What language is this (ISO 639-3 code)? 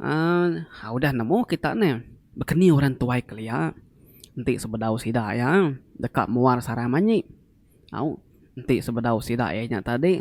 iba